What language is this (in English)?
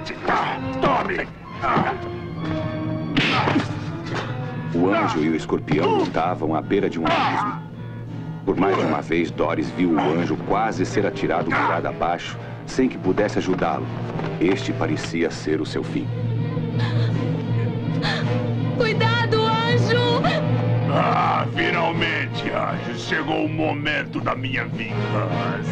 Portuguese